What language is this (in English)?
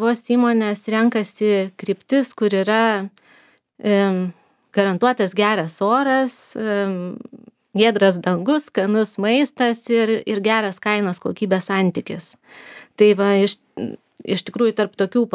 Lithuanian